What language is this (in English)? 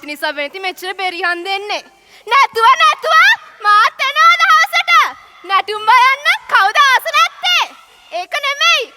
Sinhala